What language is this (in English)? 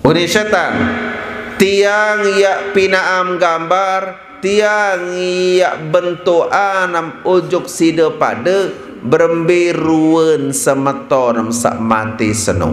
Sasak